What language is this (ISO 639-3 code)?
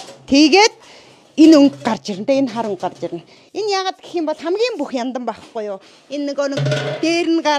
mon